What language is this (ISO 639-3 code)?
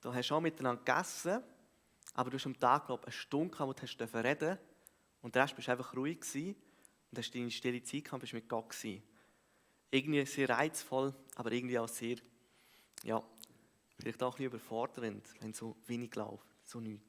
gsw